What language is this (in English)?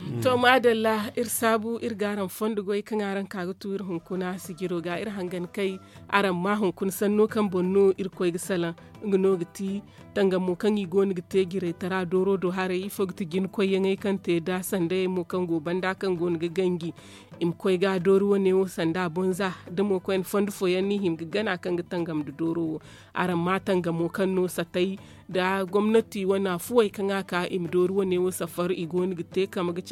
Zarma